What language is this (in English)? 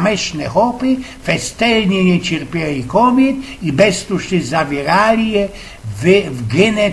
Silesian